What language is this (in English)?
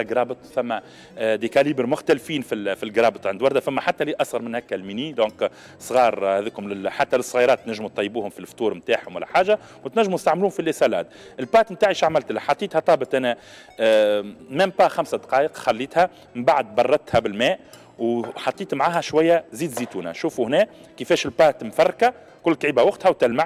Tunisian Arabic